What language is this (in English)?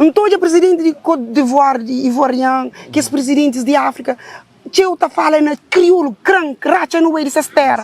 Kabuverdianu